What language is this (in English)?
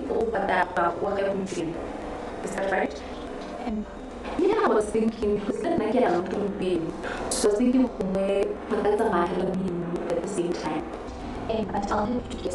Tswana